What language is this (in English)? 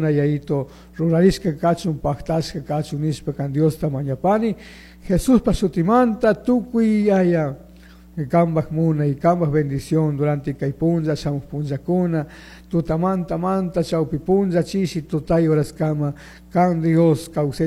Chimborazo Highland Quichua